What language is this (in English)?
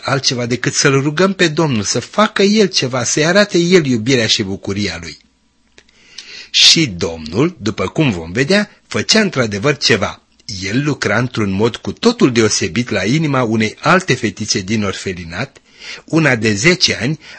Romanian